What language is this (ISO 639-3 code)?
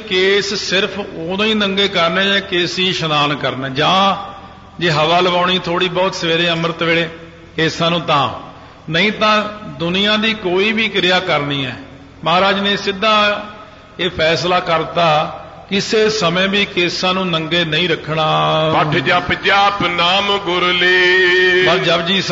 pan